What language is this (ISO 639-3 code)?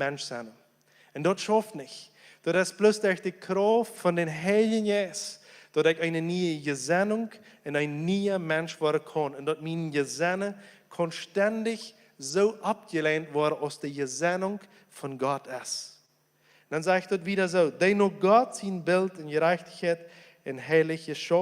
pdt